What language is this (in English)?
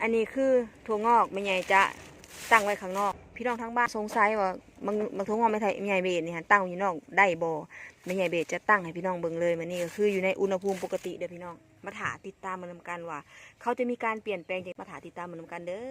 Lao